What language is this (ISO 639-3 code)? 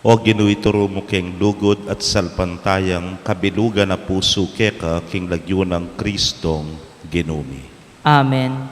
pam